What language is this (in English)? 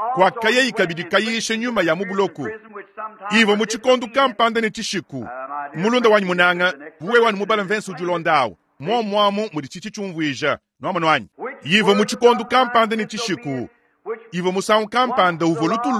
Luba-Lulua